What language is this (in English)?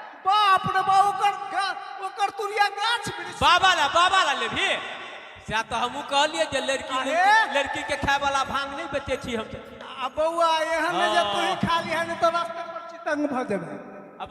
Maithili